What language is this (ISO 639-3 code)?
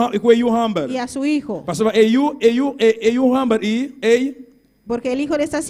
pap